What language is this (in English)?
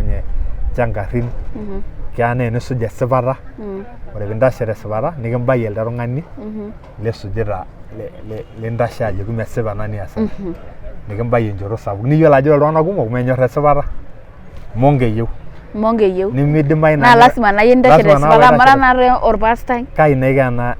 Masai